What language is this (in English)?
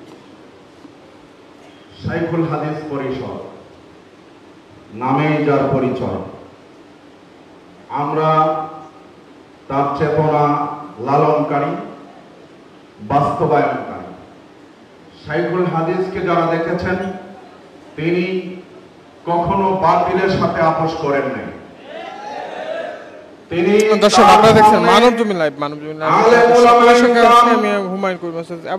Bangla